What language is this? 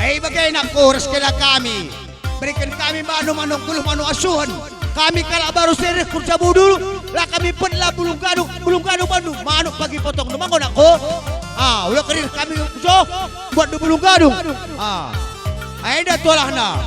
Batak Karo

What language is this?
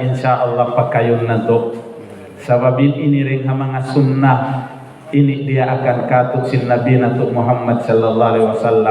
Tausug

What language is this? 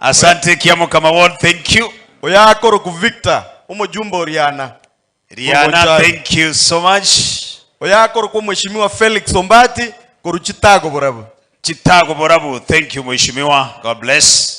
Gusii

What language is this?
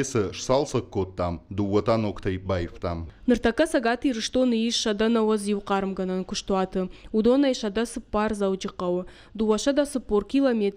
Ossetic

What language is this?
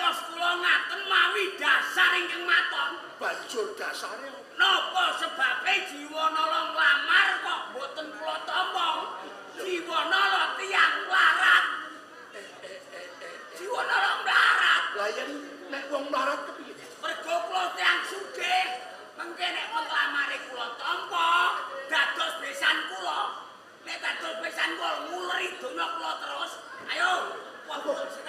Javanese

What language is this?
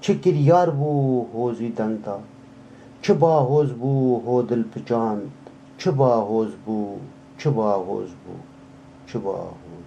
Kurdish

